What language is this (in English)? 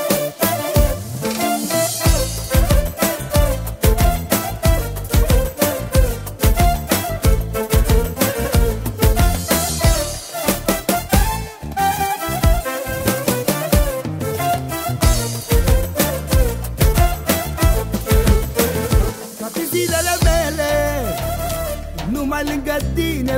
Romanian